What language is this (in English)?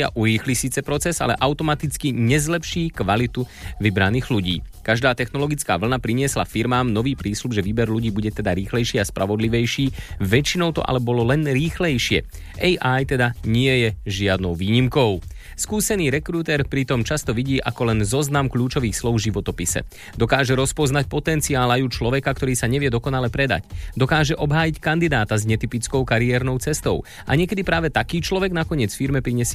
Slovak